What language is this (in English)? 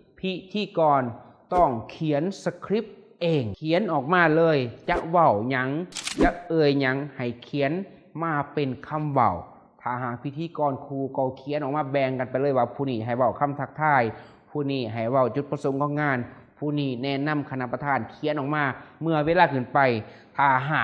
Lao